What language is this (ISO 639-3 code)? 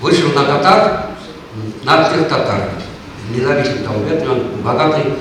chv